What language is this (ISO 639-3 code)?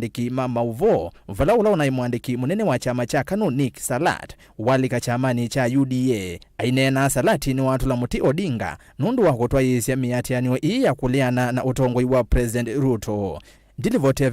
kam